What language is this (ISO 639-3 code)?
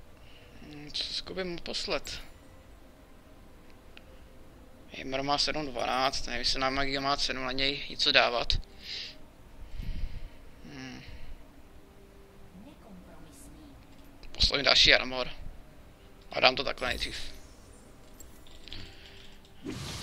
ces